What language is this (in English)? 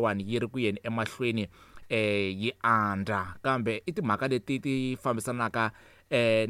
Tsonga